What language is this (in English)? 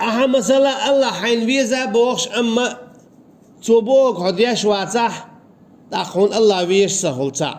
Chechen